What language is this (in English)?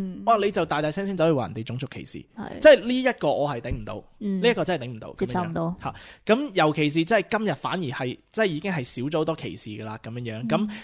Cantonese